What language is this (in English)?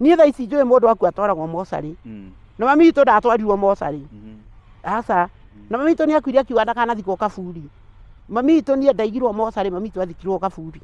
Kikuyu